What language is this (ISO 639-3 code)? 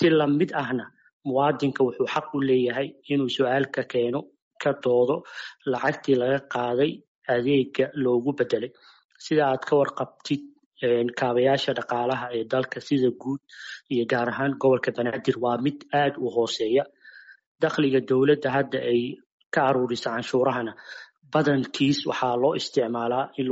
som